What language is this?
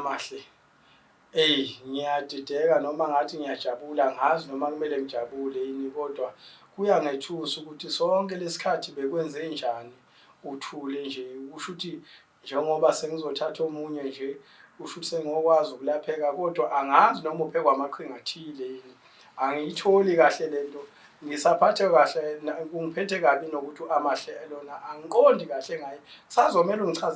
Zulu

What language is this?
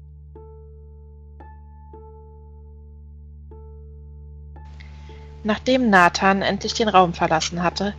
German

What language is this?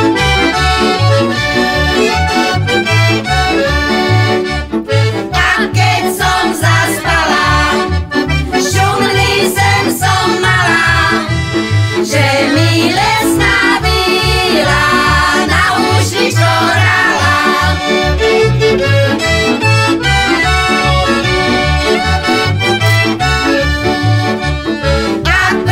Slovak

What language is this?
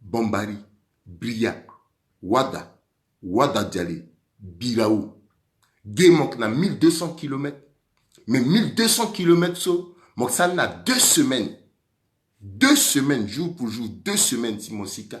Sango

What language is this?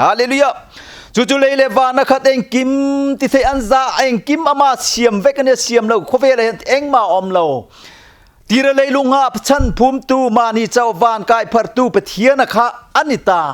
Mizo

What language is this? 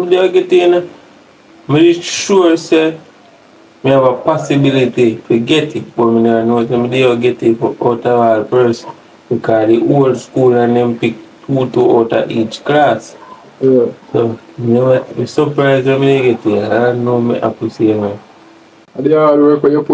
Jamaican Creole English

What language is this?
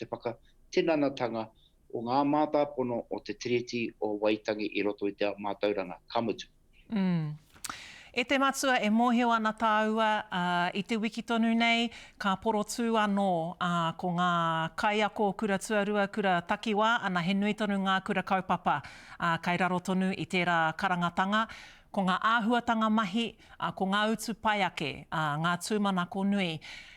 Māori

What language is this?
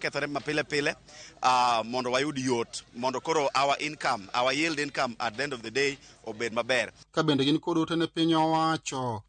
Luo (Kenya and Tanzania)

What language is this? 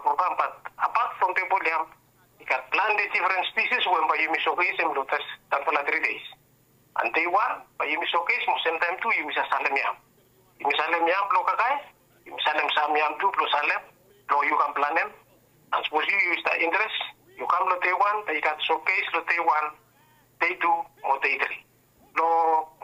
Bislama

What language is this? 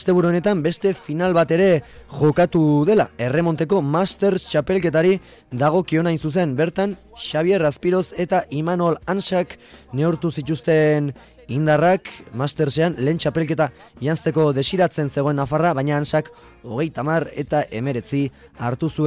Basque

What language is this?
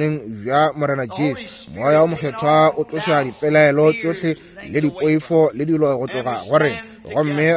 Northern Sotho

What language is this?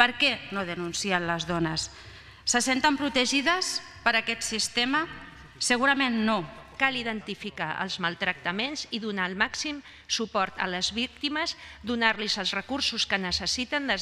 Catalan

